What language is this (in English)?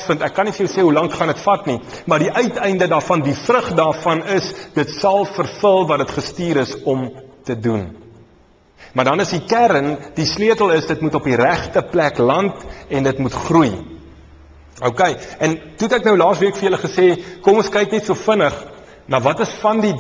Afrikaans